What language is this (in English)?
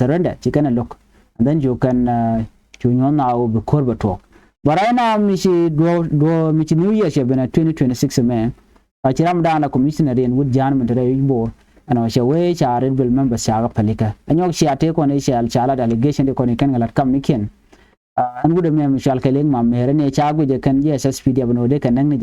Nuer